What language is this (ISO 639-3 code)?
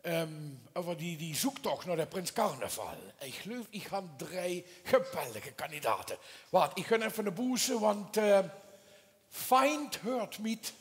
lim